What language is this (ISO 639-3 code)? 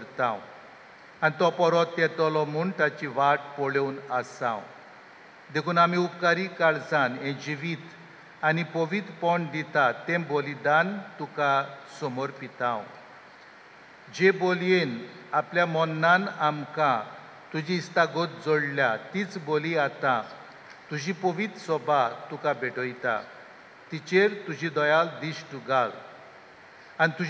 kok